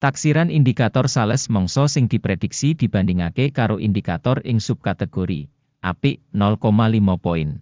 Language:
Javanese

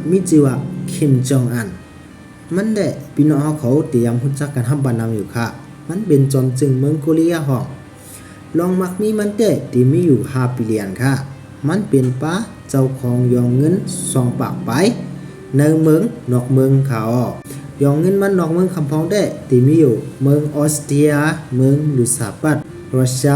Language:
Shan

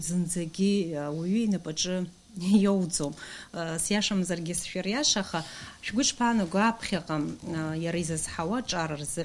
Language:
Abkhazian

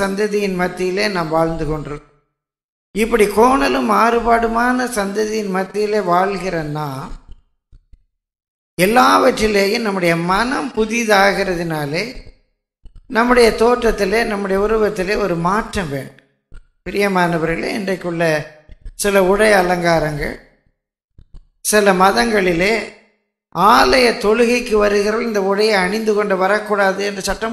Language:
Tamil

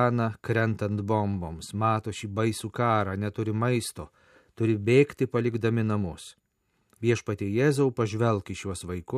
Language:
Lithuanian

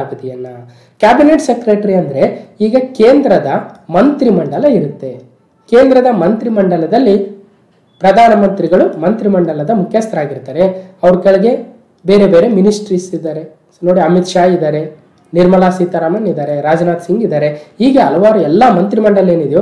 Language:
Kannada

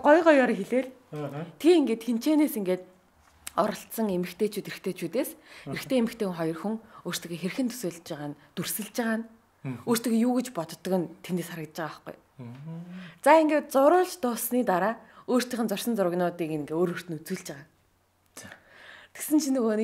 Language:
Mongolian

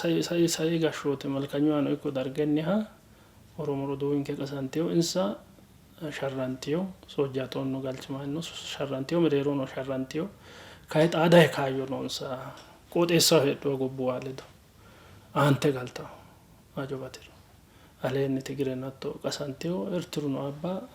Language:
Sidamo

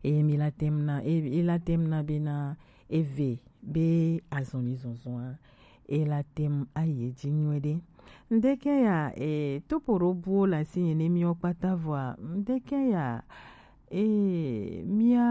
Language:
Gen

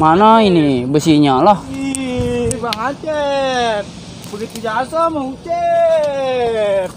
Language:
Betawi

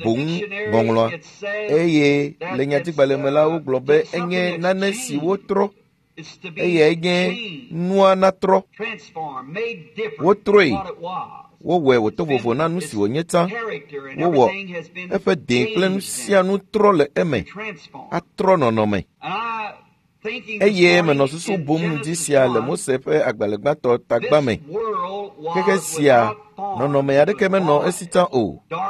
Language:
Ewe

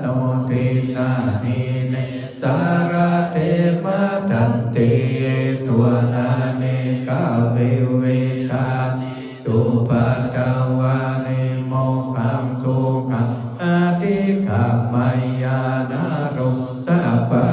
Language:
Pali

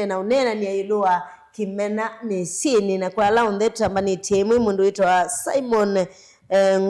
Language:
Kamba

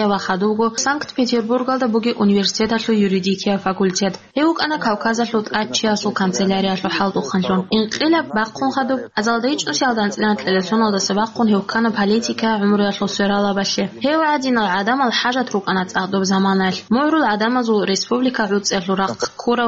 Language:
Avaric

